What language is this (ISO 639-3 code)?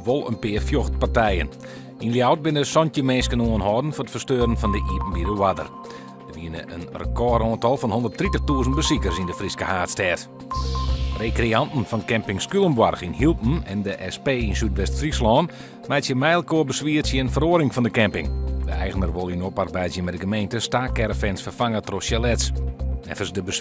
fry